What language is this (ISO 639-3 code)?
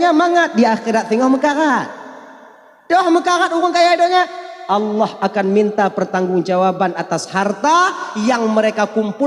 ace